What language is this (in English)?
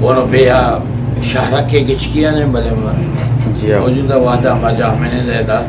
Eastern Balochi